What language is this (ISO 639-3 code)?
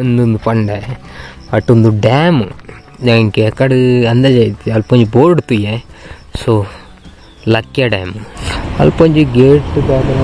tcy